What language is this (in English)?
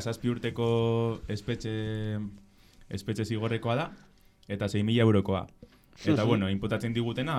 Basque